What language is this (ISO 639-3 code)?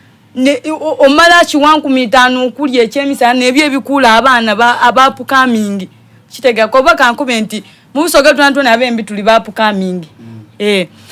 xog